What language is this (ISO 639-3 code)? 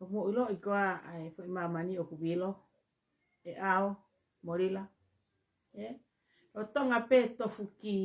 ton